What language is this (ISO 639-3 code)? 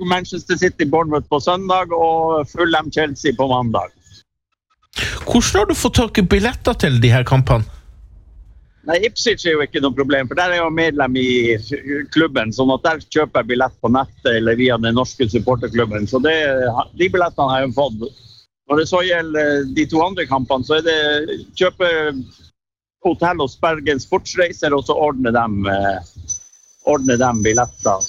nor